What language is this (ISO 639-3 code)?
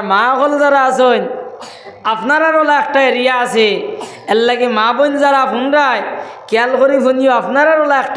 syl